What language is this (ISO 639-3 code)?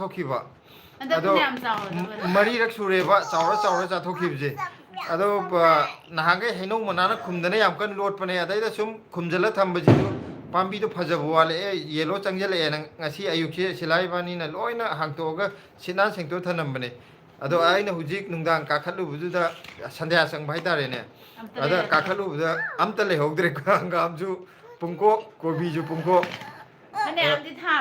mni